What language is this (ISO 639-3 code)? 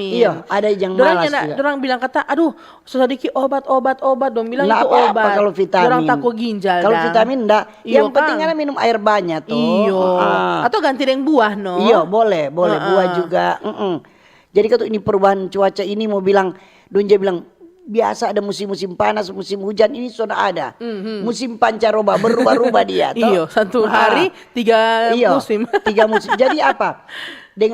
xmm